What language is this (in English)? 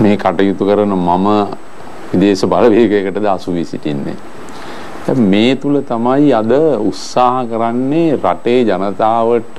Sinhala